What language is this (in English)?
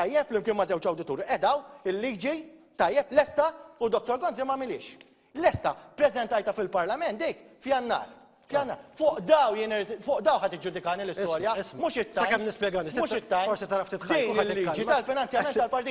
Maltese